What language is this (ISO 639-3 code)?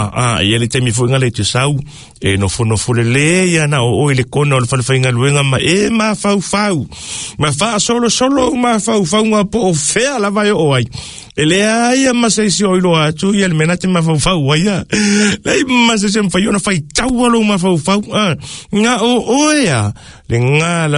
smo